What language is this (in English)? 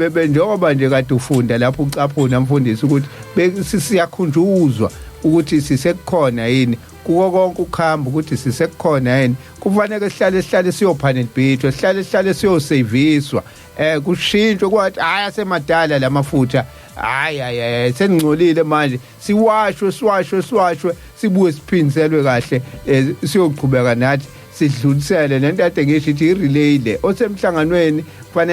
Zulu